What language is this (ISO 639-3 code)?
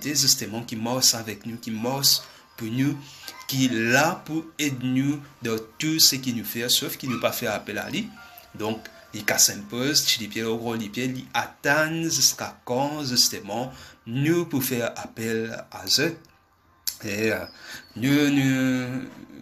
mfe